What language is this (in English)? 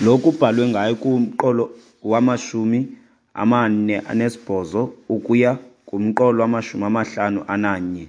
Xhosa